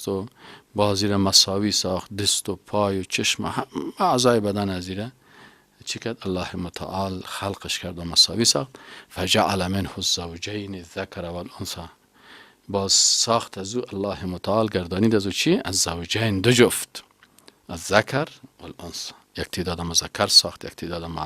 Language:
Persian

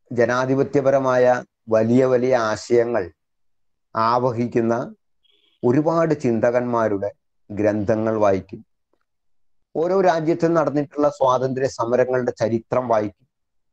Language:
Malayalam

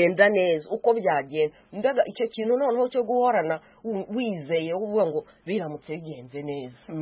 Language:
Kinyarwanda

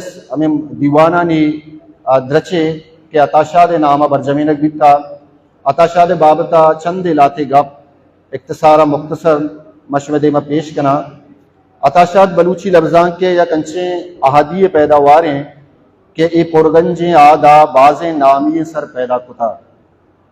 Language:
Baluchi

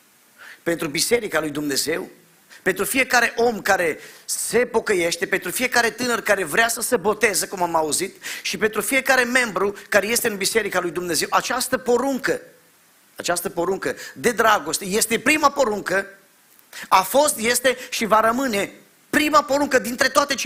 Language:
Romanian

